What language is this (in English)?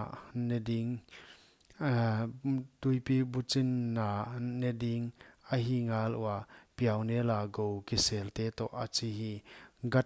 Paite Chin